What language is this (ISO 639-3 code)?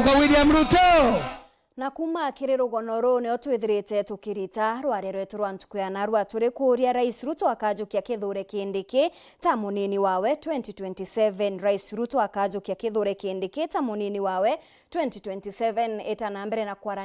mer